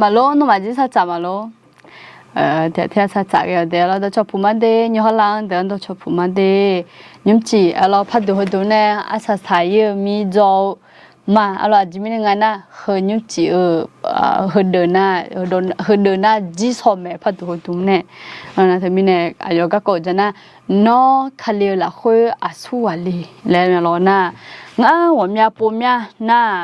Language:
Akha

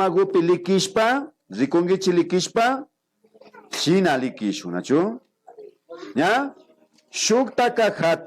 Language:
Imbabura Highland Quichua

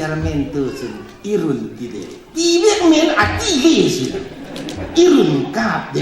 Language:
Falam Chin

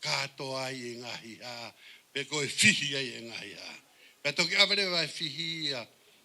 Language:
Tongan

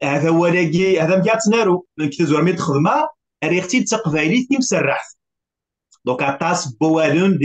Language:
Kabyle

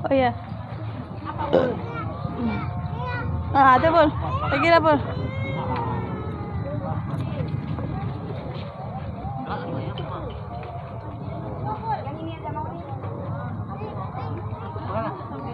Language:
Indonesian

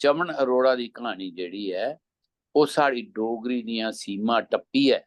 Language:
Dogri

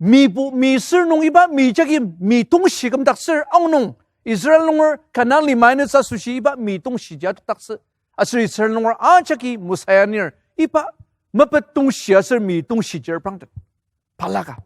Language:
Ao Naga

